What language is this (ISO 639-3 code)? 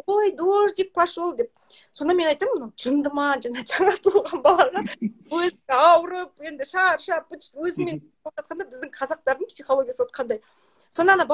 kaz